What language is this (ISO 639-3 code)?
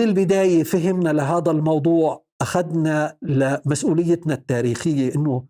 apc